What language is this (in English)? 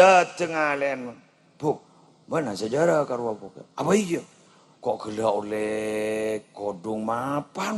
Madurese